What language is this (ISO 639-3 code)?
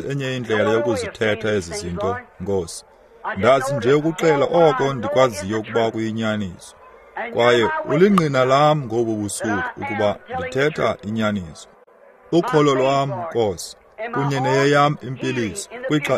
xho